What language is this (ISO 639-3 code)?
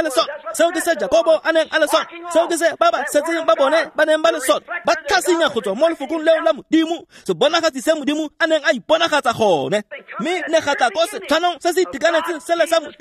tsn